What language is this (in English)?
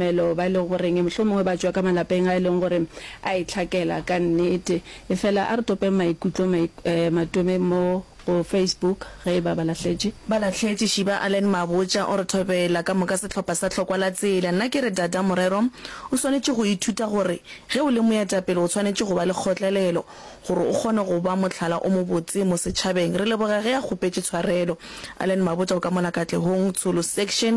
Northern Sotho